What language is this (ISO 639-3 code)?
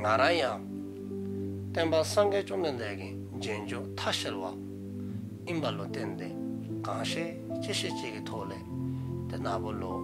dzo